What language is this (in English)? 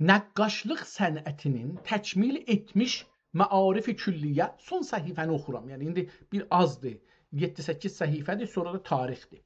South Azerbaijani